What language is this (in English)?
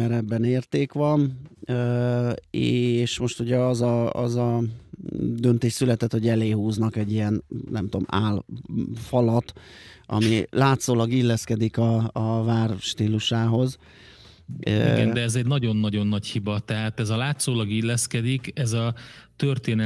Hungarian